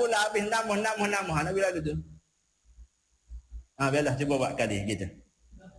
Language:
Malay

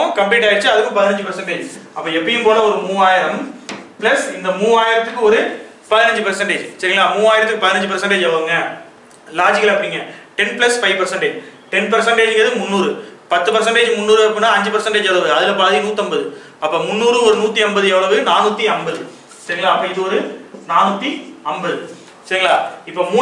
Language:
Tamil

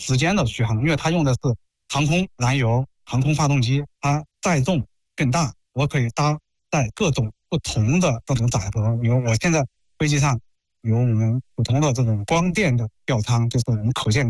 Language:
Chinese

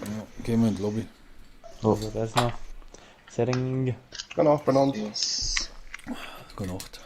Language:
Bavarian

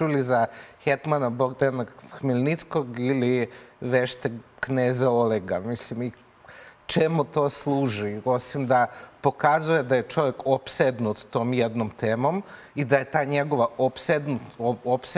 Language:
Serbian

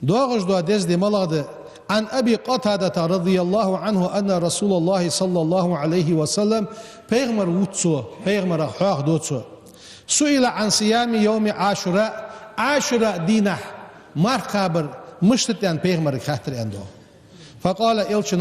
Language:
Ingush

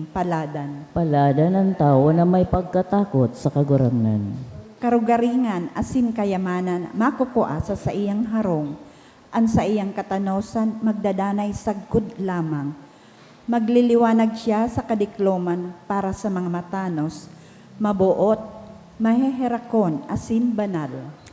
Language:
Bikol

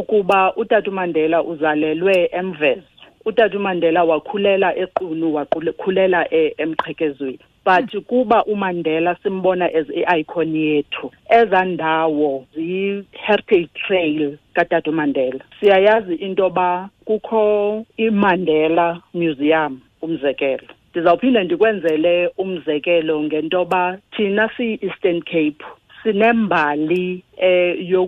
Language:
Xhosa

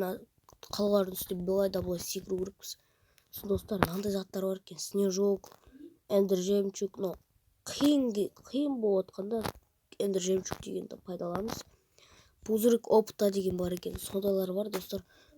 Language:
Kazakh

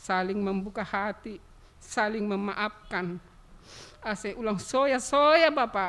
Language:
Batak Simalungun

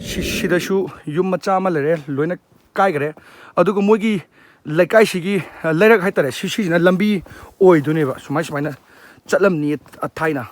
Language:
Manipuri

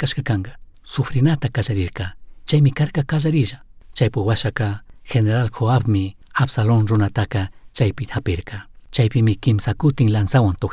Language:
Chimborazo Highland Quichua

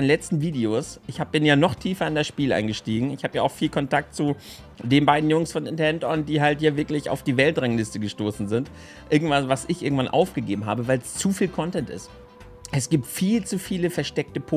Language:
German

